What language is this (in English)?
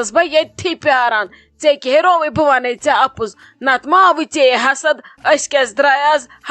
Kashmiri